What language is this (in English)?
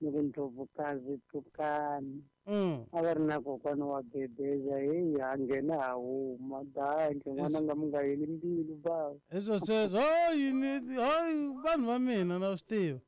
Tsonga